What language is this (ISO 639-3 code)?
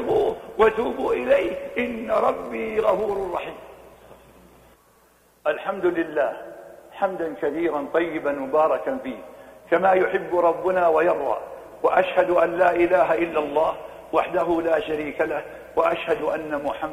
ara